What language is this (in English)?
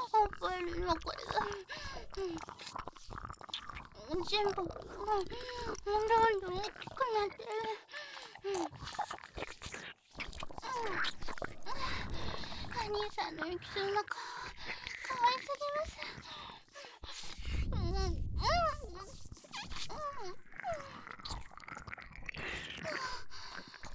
Japanese